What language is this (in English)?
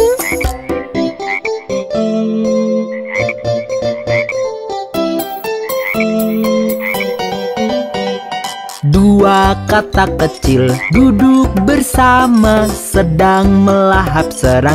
Indonesian